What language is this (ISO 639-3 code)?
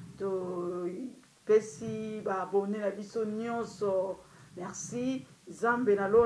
lin